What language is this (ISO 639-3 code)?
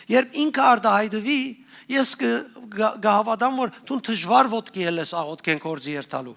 hyw